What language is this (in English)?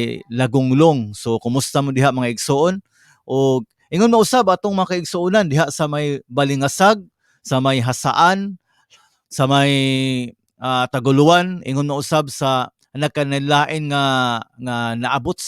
Cebuano